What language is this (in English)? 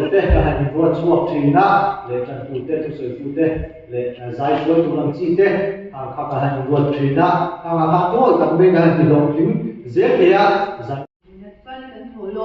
Mizo